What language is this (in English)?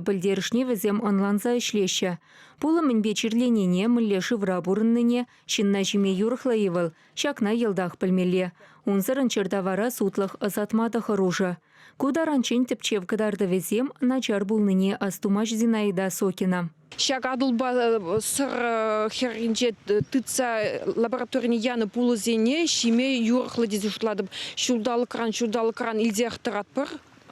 Chuvash